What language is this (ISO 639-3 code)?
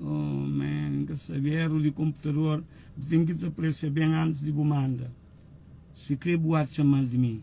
kea